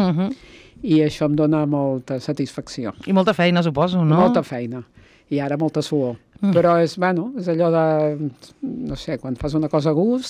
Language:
Catalan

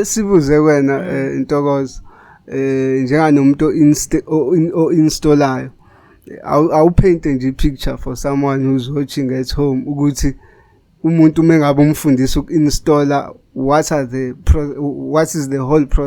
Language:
Zulu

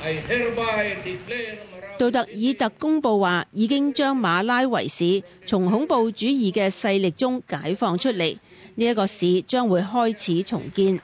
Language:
Cantonese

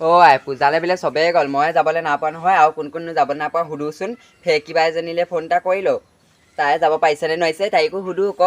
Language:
Assamese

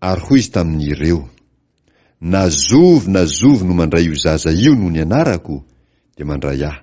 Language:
Malagasy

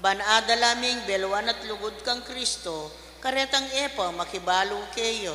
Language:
Pampanga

